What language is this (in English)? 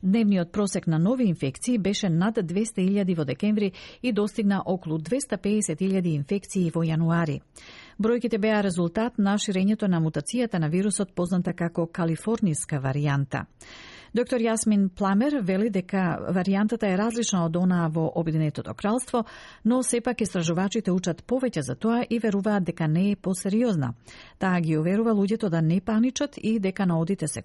Macedonian